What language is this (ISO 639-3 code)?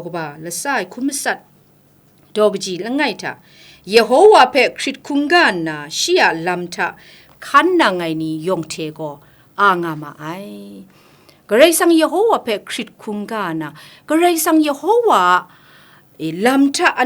kac